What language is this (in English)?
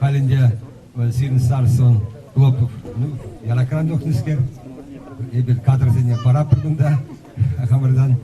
Chuvash